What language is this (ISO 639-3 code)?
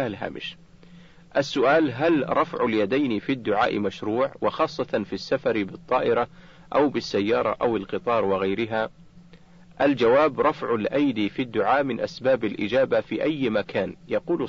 ara